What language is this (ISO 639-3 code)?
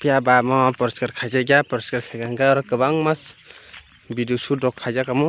trp